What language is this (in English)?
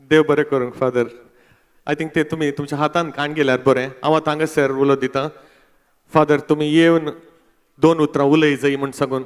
Konkani